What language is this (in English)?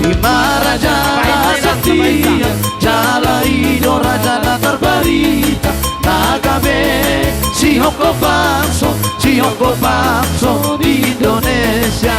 Batak Toba